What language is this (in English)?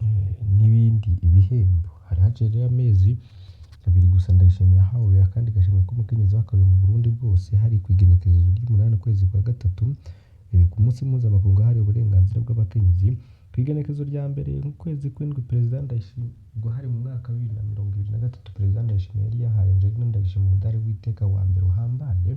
Rundi